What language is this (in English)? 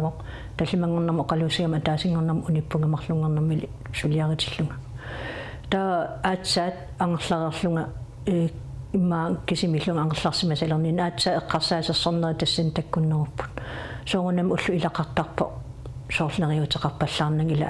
Kalaallisut